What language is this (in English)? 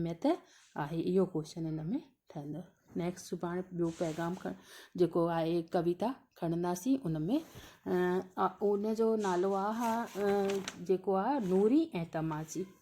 Sindhi